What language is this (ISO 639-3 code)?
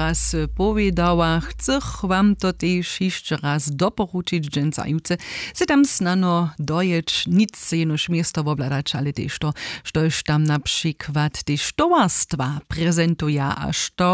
hsb